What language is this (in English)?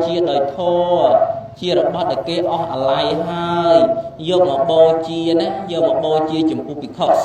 Khmer